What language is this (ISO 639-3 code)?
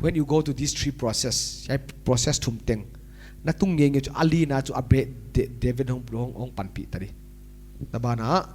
pck